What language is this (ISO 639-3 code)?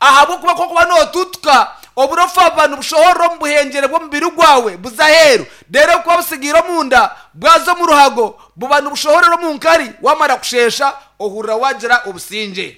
nyn